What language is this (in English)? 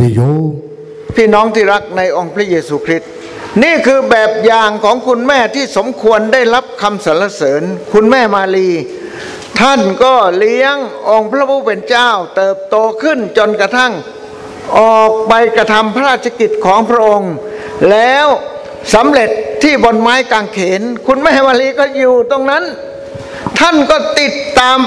Lahu